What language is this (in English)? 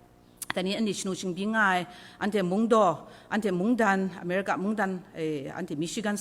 Kachin